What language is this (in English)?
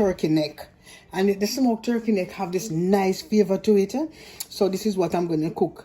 Jamaican Creole English